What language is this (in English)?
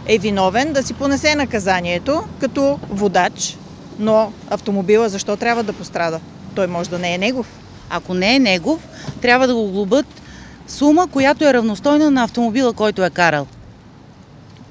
Bulgarian